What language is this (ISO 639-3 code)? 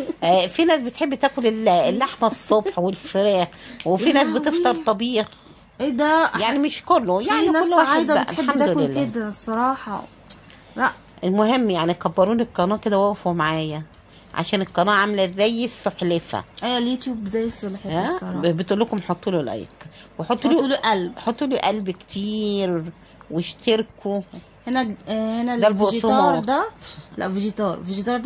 arz